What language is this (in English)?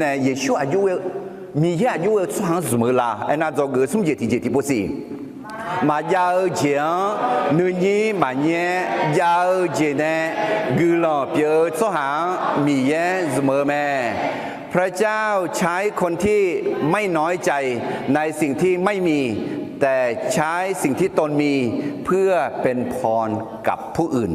Akha